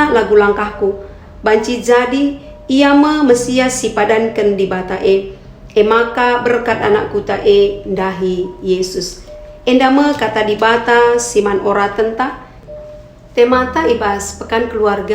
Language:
Batak Karo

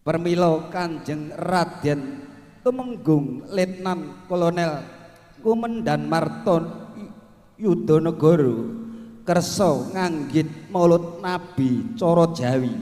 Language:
Javanese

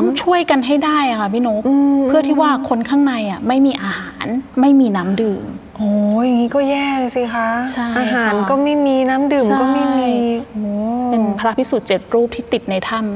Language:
Thai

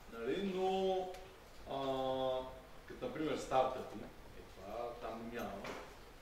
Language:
Bulgarian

